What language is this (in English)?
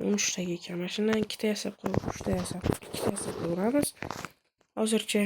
Uzbek